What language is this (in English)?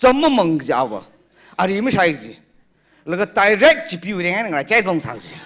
Tangkhul Naga (India)